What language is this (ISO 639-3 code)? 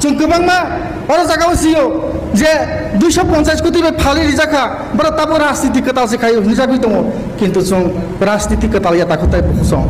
ria